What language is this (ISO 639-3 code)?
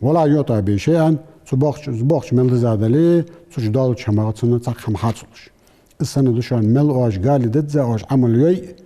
inh